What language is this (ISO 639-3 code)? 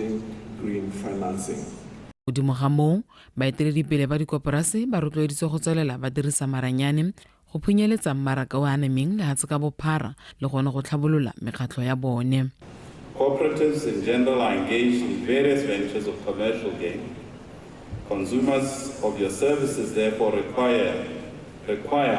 tsn